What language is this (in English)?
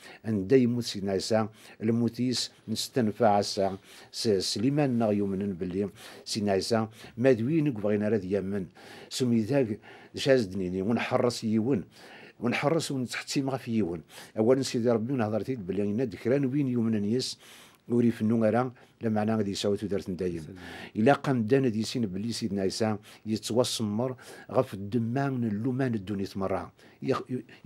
Kabyle